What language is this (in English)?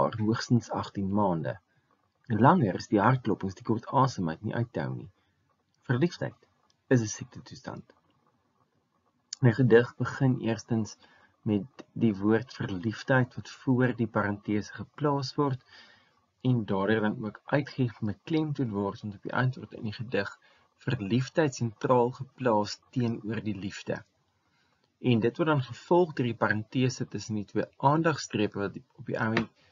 Afrikaans